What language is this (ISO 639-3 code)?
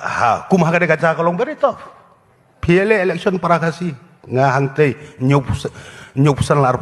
kha